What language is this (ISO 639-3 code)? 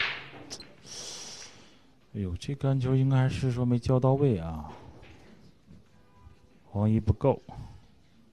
zho